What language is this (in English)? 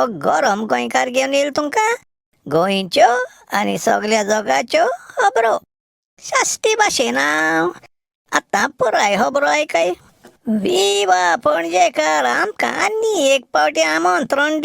Konkani